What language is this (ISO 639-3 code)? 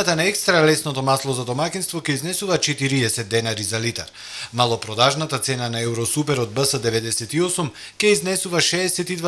mkd